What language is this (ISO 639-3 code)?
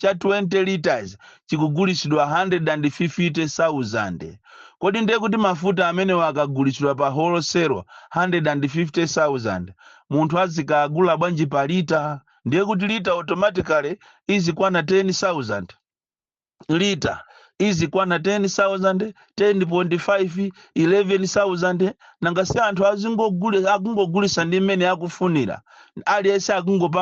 nya